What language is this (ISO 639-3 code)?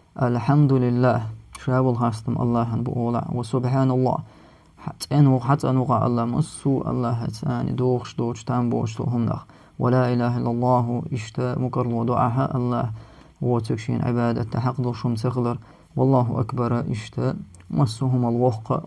che